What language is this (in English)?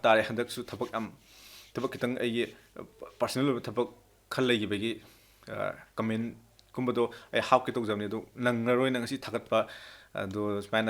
Manipuri